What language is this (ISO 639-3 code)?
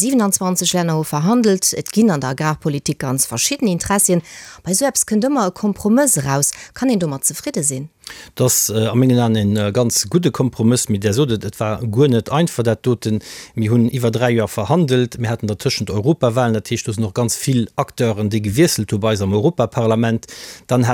ltz